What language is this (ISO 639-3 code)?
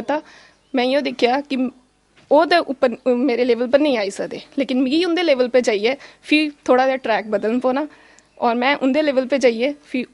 doi